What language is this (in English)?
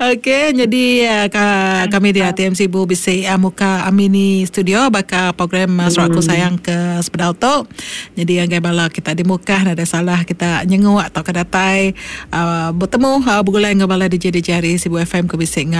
Iban